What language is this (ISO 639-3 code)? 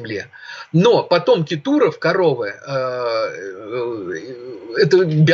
rus